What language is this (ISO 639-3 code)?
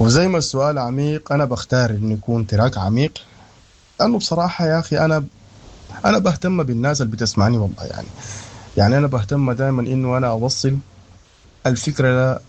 apd